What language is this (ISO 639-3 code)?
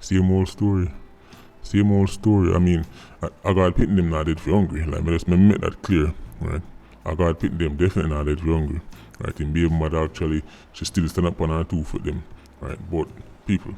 jam